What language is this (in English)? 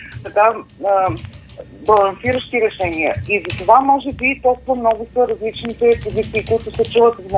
Bulgarian